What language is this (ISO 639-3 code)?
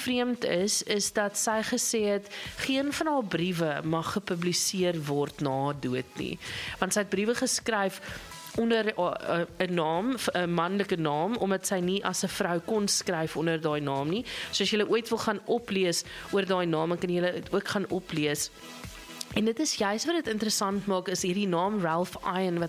afr